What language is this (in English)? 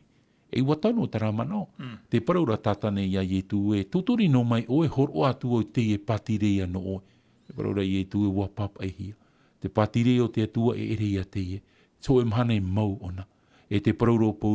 Tahitian